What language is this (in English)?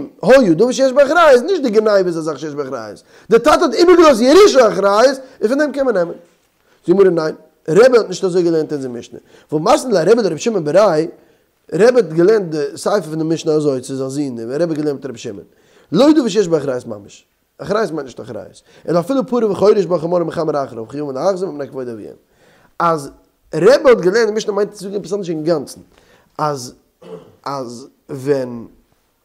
Yiddish